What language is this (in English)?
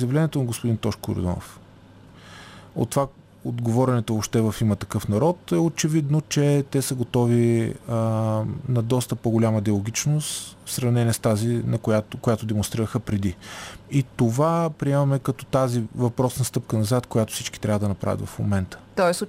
Bulgarian